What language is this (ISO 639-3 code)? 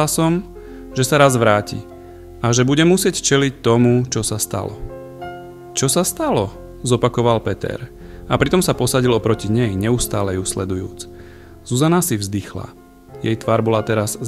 slk